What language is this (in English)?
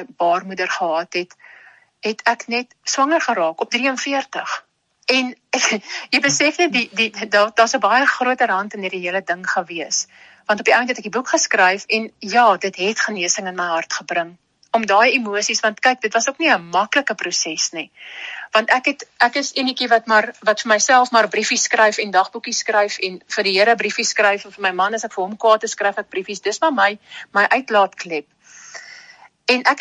Afrikaans